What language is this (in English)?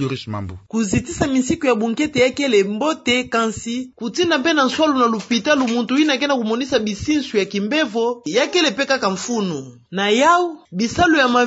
Kituba (Democratic Republic of Congo)